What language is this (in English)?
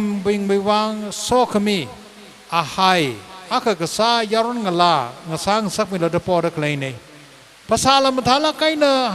Tangkhul Naga (India)